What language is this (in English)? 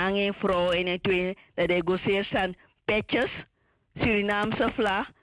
Sranan Tongo